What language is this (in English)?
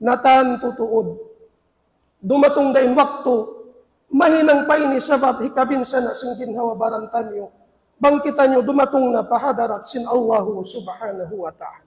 Tausug